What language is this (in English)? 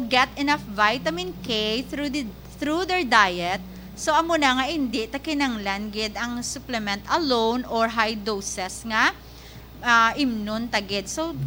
Hiligaynon